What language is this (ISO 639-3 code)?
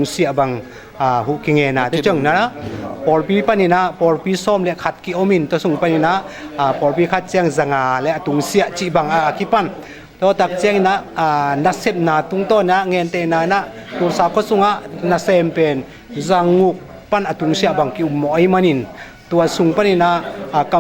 ctd